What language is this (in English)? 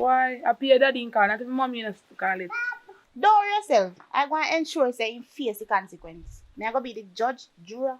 Jamaican Creole English